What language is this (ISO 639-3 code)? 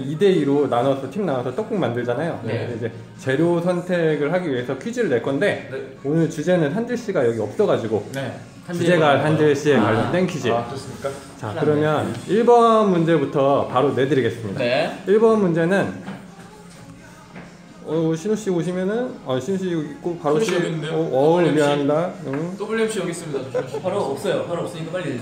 kor